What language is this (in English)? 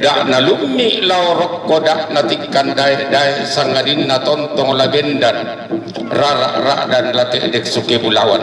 Toraja-Sa'dan